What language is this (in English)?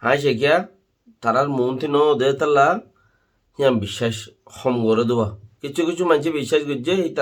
Rohingya